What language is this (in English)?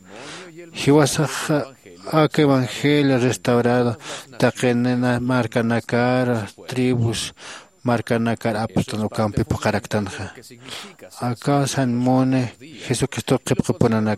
Aymara